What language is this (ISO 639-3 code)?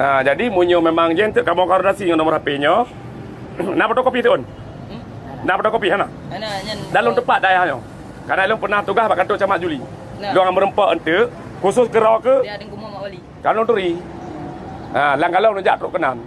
ace